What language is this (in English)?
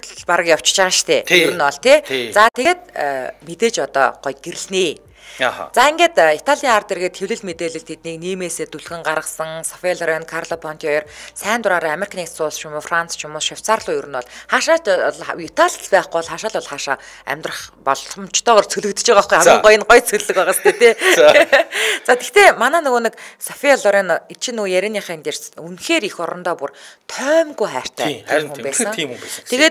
Mongolian